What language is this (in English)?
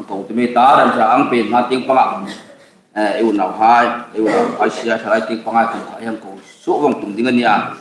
Hmar